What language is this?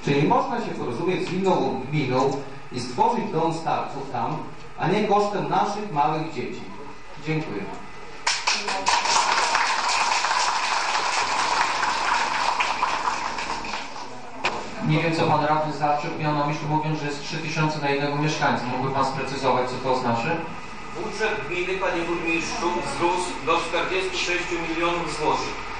Polish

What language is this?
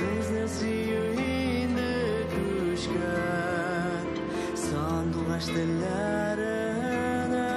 Tatar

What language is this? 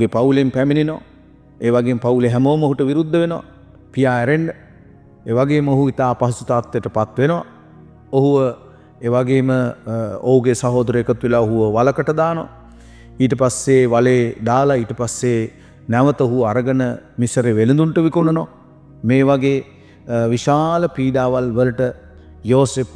Sinhala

